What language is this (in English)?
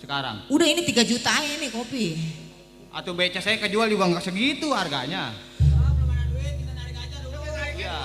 Betawi